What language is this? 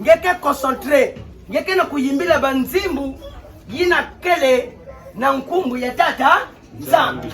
Kituba (Democratic Republic of Congo)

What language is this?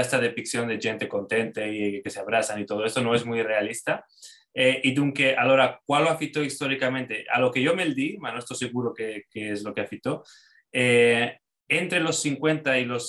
Ladino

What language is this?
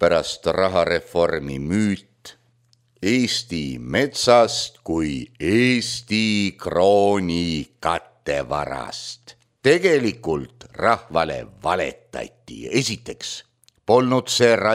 Estonian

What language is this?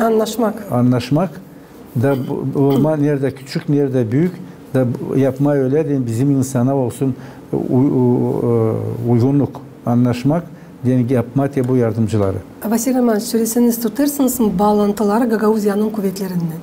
Gagauz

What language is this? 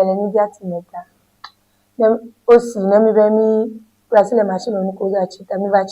Ewe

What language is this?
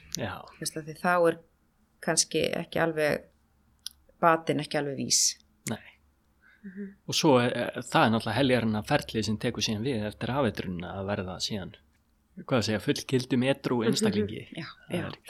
Icelandic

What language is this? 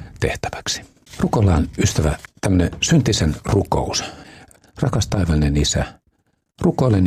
Finnish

